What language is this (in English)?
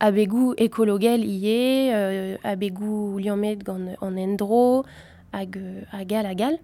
Breton